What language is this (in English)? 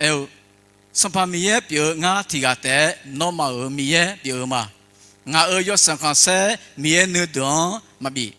Akha